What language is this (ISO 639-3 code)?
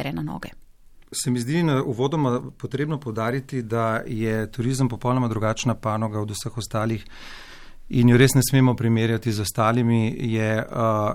slv